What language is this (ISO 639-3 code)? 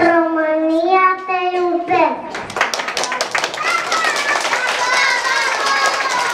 ron